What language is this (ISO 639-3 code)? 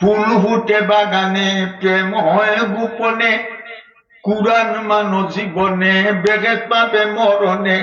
syl